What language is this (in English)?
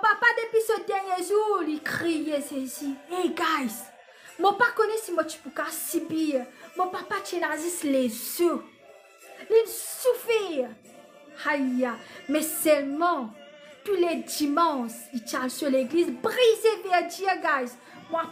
Morisyen